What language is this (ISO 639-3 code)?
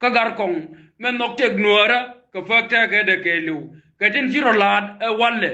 nus